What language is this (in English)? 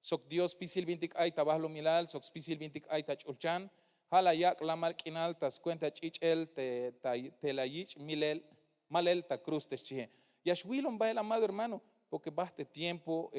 Tzeltal